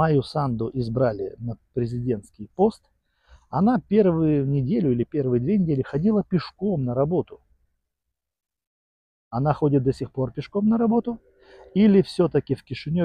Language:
Russian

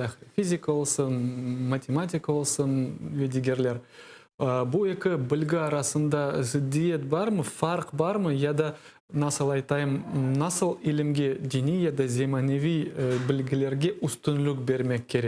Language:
Crimean Tatar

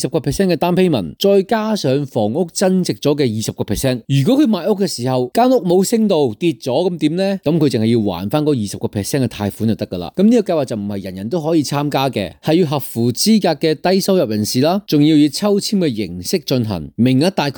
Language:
Cantonese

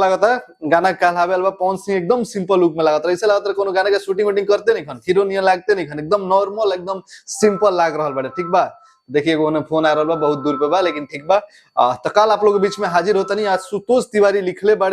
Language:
Bhojpuri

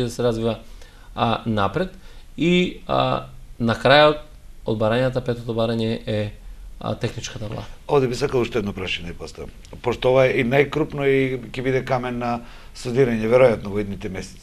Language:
Macedonian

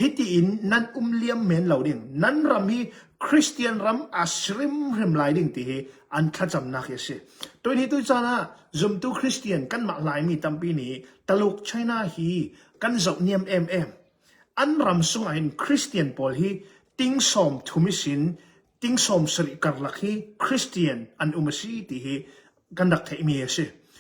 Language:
Hakha Chin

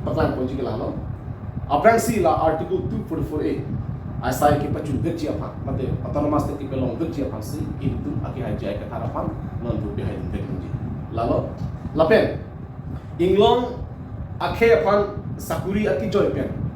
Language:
Karbi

